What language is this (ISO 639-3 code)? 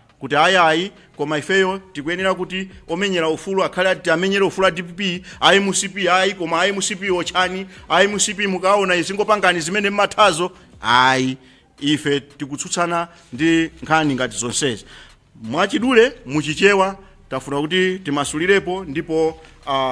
nya